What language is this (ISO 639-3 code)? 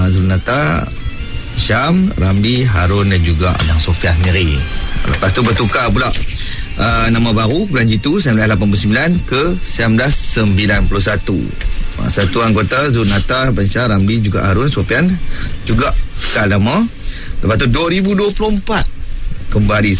msa